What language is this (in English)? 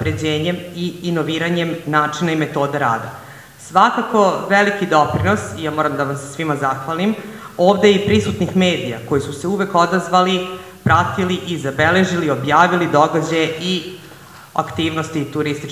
Serbian